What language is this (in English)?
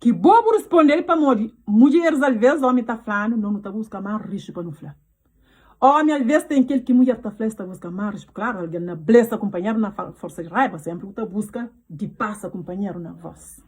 Kabuverdianu